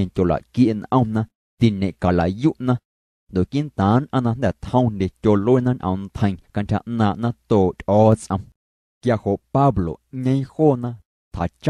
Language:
Guerrero Amuzgo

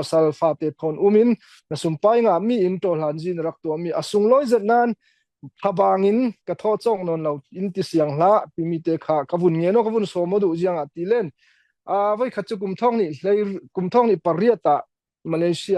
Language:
Falam Chin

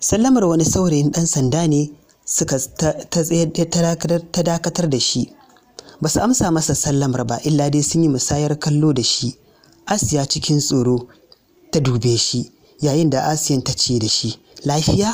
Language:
Hausa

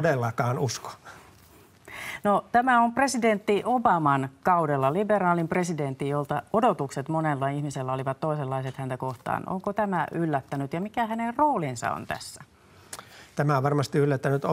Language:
Finnish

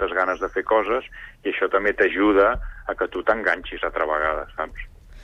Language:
Catalan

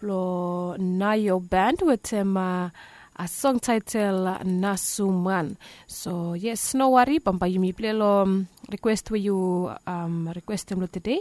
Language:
Bislama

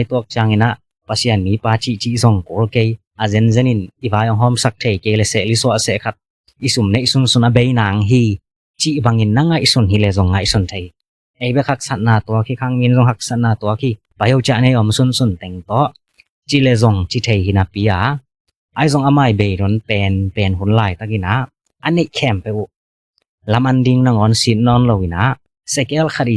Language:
Tedim Chin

